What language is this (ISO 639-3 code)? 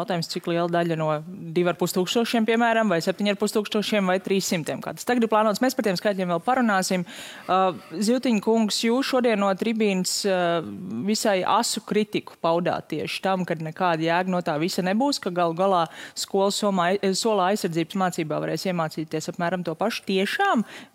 lav